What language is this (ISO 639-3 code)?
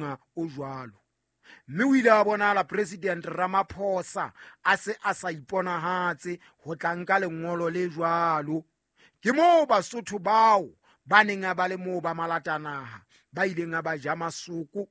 sot